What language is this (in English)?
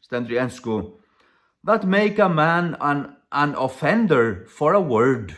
Faroese